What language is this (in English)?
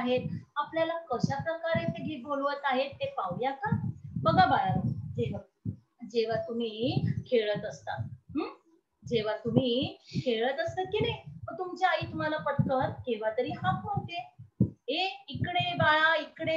Marathi